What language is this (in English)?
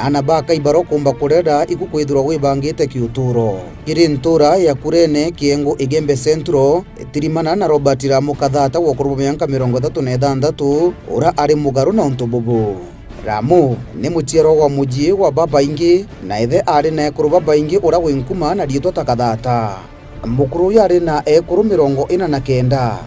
Meru